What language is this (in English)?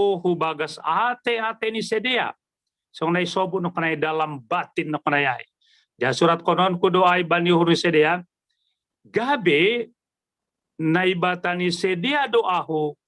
Batak Simalungun